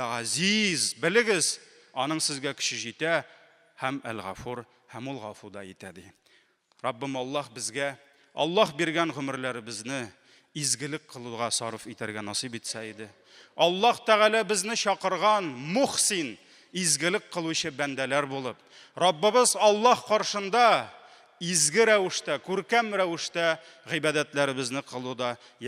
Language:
Tatar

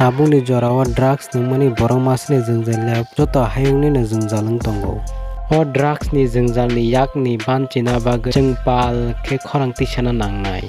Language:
Kok Borok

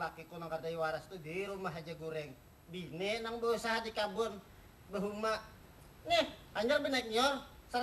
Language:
Banjar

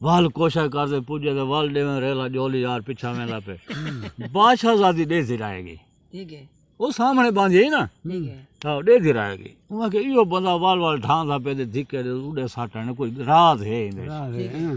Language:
Saraiki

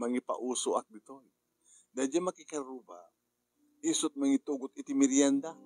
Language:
Iloko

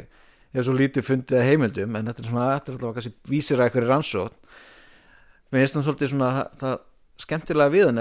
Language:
Icelandic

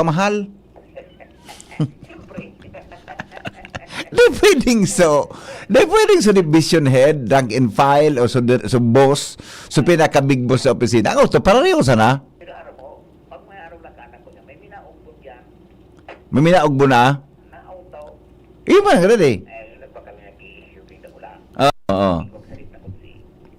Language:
Bikol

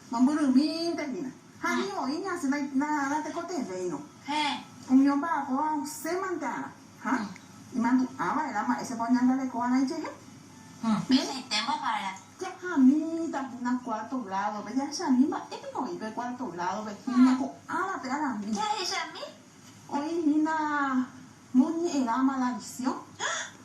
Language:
Guarani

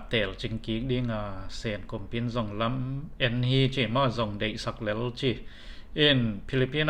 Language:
Tedim Chin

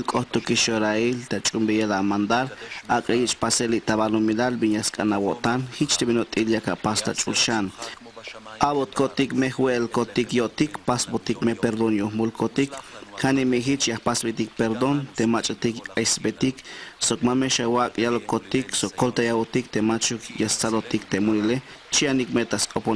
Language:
Tzeltal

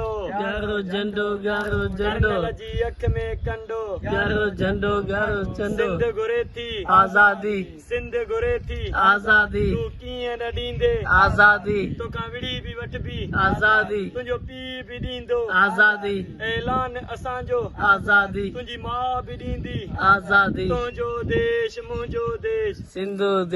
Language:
Sindhi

